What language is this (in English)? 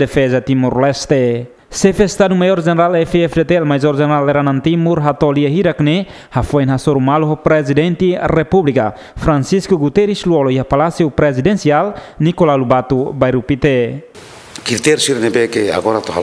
Tetum